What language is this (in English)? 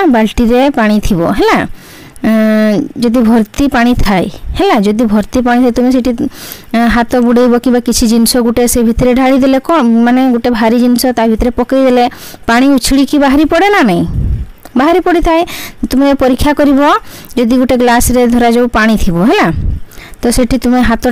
Odia